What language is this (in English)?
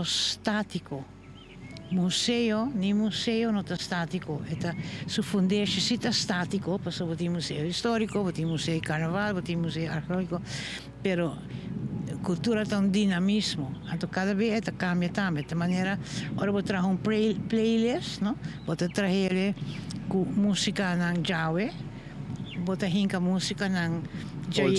Papiamento